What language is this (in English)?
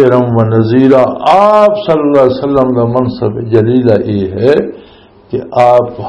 Western Panjabi